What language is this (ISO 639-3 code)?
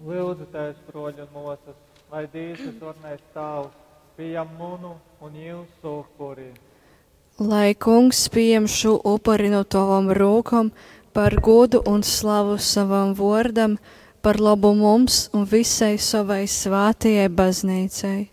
ltg